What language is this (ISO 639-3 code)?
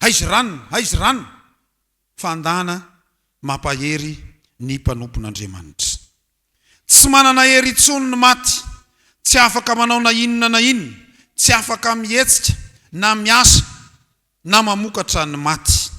mlg